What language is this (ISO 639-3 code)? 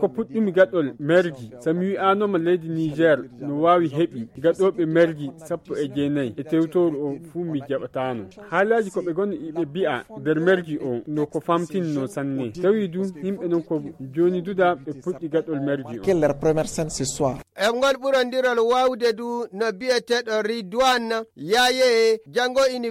ful